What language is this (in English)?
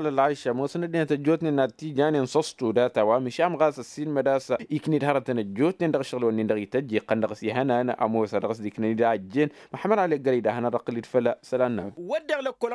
Tamasheq